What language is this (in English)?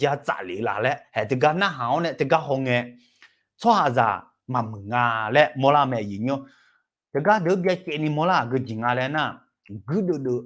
Akha